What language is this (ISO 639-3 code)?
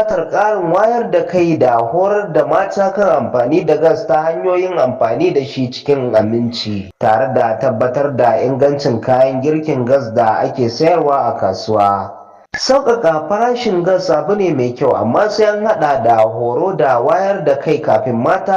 hau